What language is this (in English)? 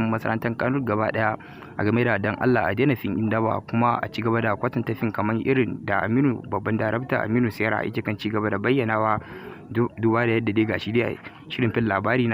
Hausa